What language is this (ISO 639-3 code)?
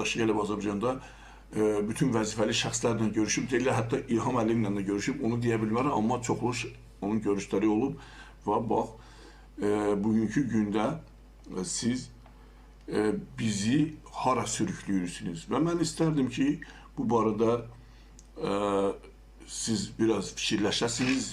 aze